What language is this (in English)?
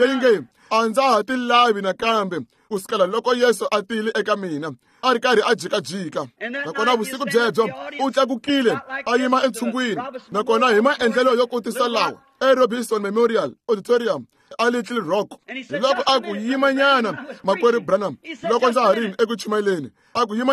Tsonga